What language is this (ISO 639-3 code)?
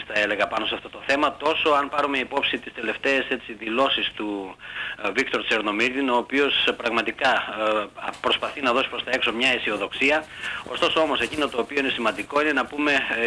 ell